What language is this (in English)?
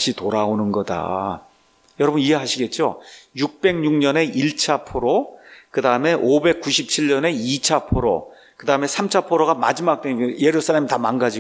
Korean